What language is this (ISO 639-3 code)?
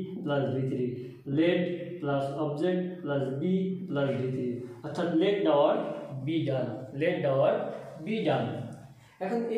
ben